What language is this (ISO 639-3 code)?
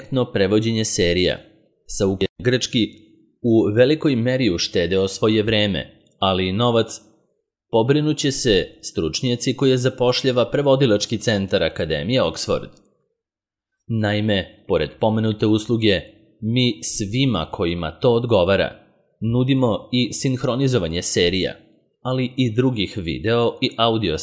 srp